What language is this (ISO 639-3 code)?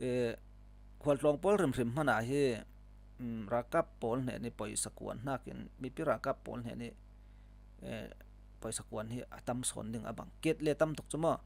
cfm